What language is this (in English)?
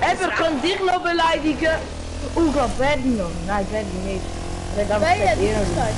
Swiss German